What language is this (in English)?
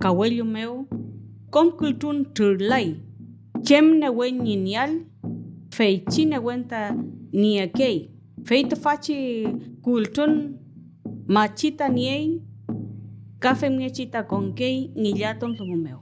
Mapuche